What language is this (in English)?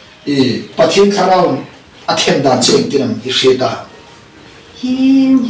Hmar